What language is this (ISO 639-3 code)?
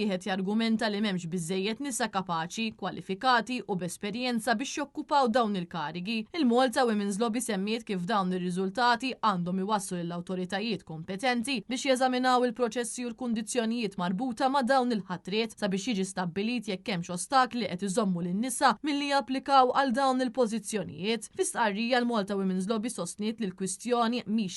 mlt